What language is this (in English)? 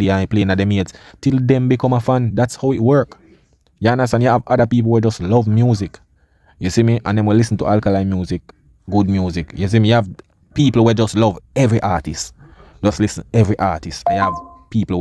Jamaican Creole English